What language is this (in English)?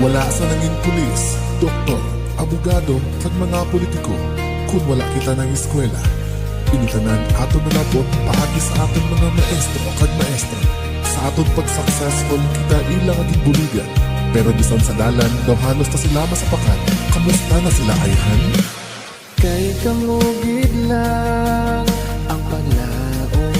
Hiligaynon